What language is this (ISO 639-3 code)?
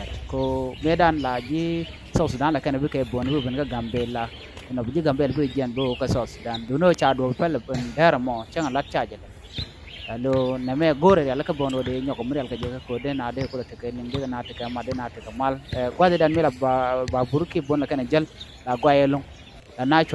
nus